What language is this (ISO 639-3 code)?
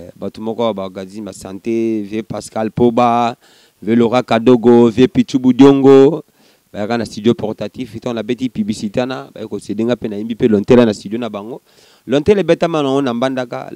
lin